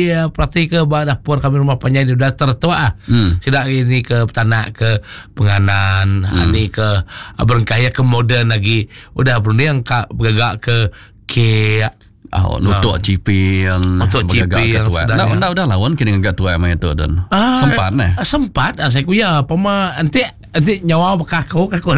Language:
Iban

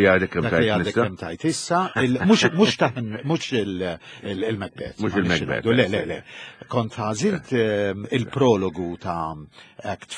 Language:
Maltese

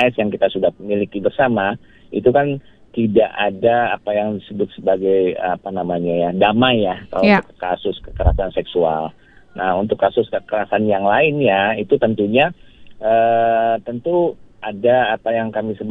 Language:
Indonesian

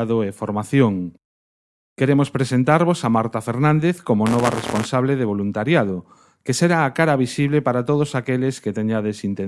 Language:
Galician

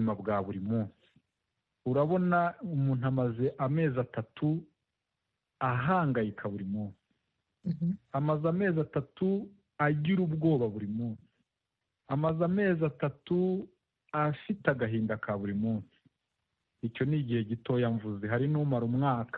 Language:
Kinyarwanda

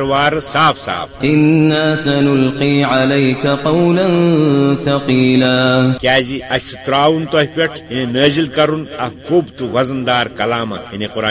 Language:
Kashmiri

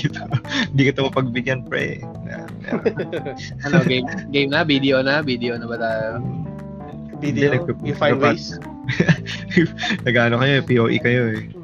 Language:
Filipino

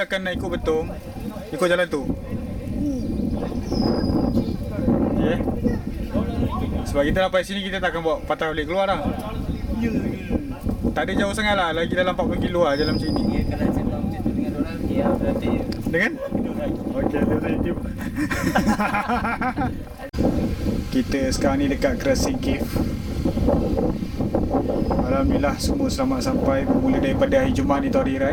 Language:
Malay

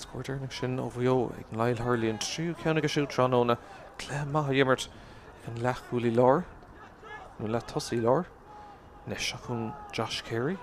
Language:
Irish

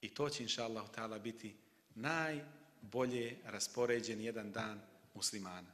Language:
Bosnian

